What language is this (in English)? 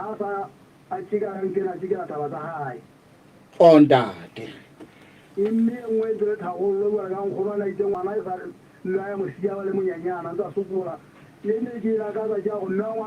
Southern Sotho